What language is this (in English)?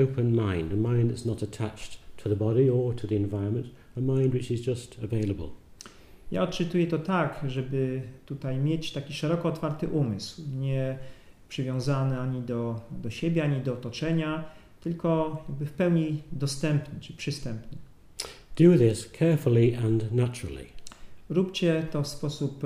Polish